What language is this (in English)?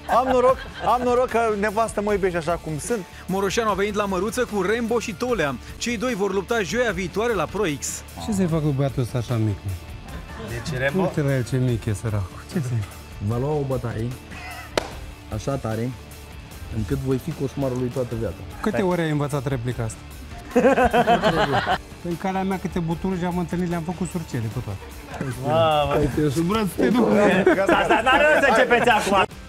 Romanian